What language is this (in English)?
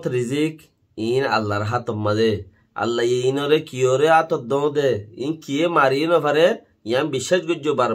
Rohingya